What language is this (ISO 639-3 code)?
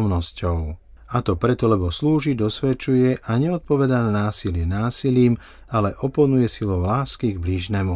slk